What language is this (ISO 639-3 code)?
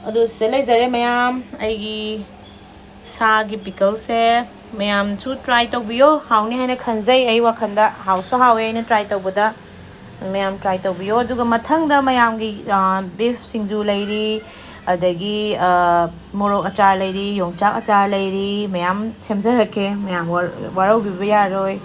mni